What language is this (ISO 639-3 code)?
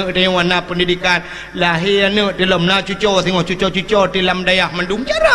ace